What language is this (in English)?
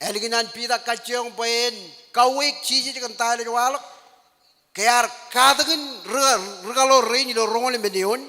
Marshallese